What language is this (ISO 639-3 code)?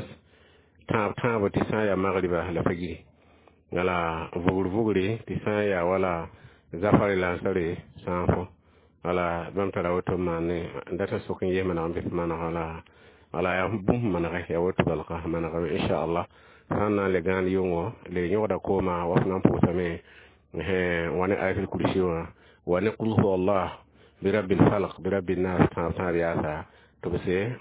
mos